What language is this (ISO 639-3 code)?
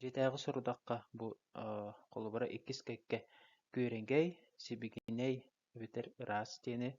sah